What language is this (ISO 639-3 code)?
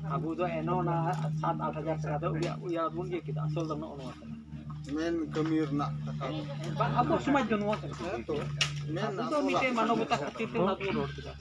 sat